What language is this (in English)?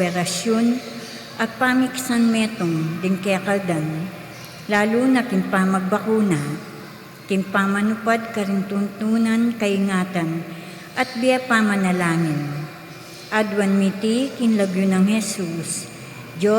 Pampanga